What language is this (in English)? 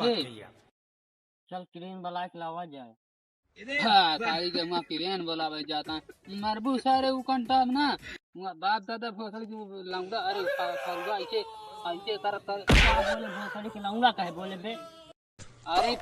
Awadhi